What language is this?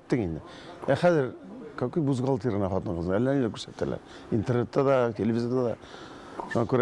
Tatar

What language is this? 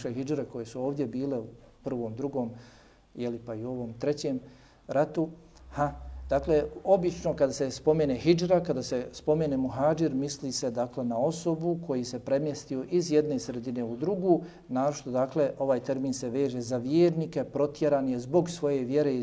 Bosnian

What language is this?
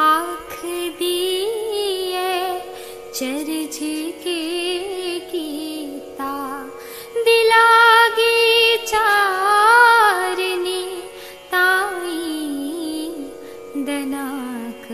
Dogri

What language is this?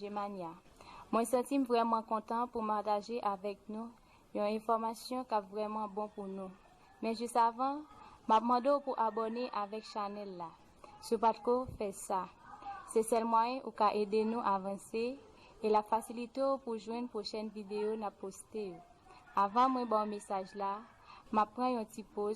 Haitian Creole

